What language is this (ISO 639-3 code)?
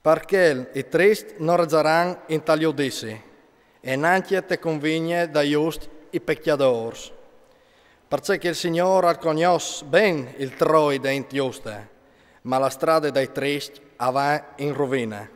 fur